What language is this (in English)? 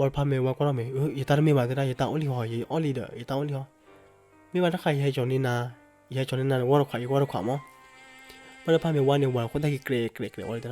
S'gaw Karen